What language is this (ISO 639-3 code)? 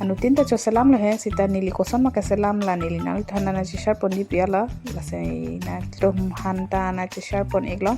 mjw